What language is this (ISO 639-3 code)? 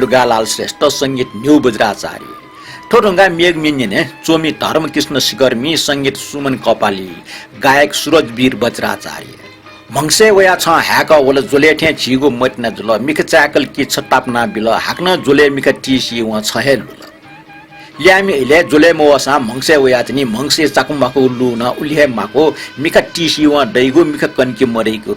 new